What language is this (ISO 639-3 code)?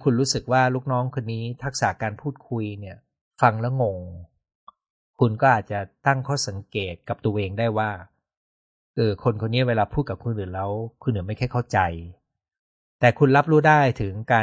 tha